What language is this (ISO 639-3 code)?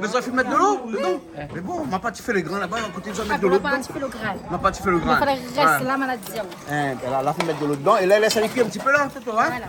rcf